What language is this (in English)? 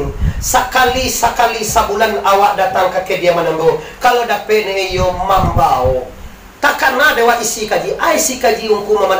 Minangkabau